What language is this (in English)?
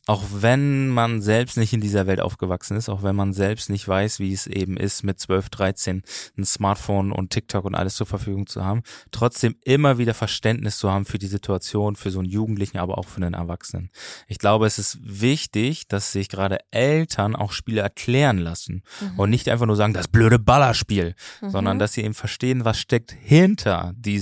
German